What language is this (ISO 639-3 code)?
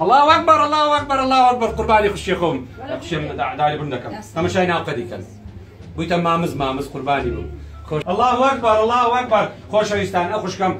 kur